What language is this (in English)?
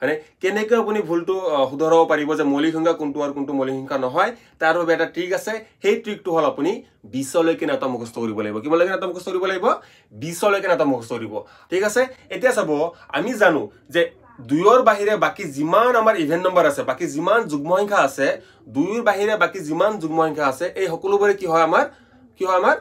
Assamese